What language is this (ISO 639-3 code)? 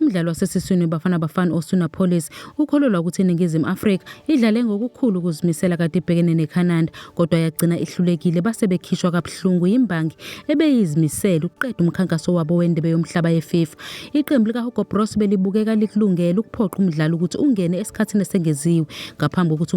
zul